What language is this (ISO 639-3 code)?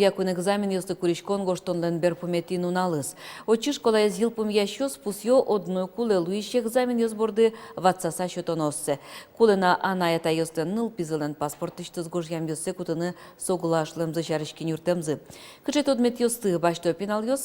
udm